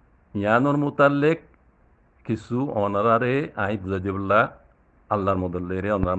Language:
Rohingya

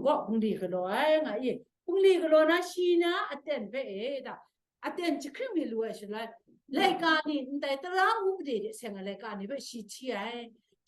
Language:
Kachin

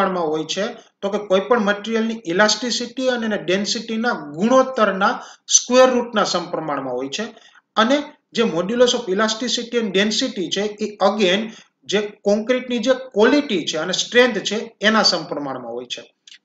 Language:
Gujarati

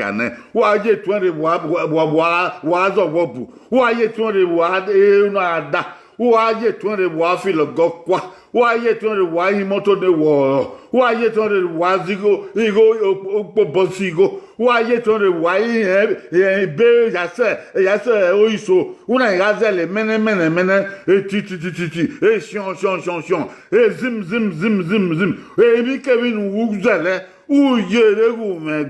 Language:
Bini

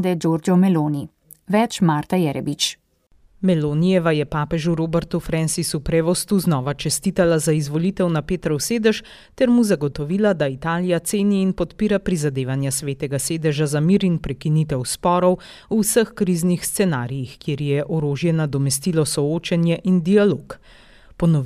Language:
Slovenian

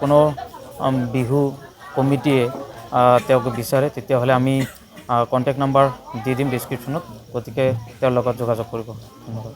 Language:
Assamese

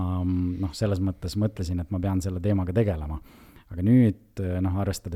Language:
Estonian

